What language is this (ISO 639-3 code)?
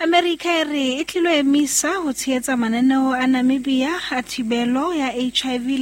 sot